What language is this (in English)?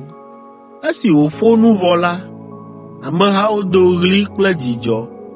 Ewe